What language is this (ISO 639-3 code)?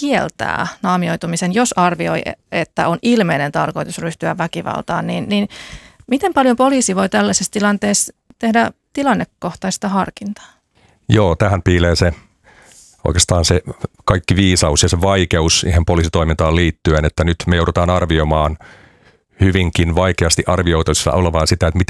fin